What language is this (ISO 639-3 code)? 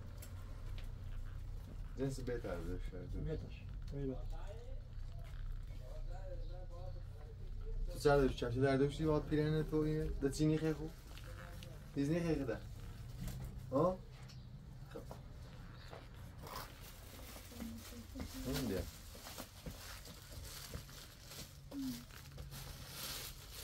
fas